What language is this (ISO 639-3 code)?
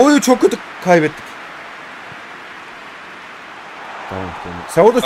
tur